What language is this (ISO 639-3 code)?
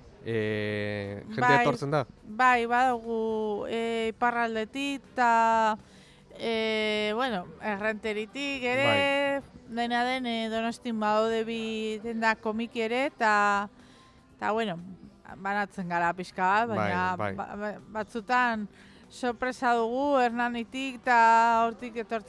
eus